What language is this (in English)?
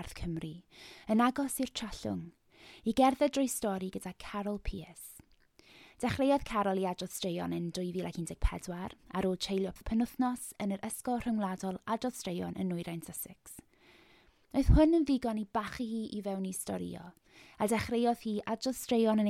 Welsh